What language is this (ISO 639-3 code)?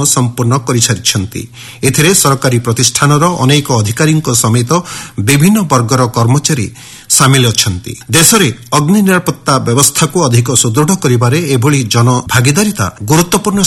ori